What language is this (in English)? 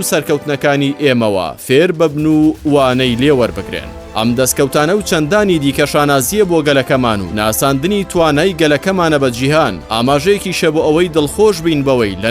Central Kurdish